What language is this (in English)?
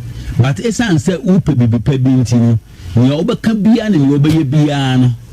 Akan